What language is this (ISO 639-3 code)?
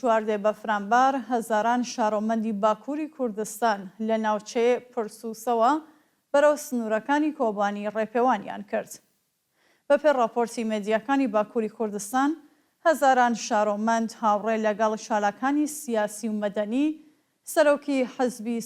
ckb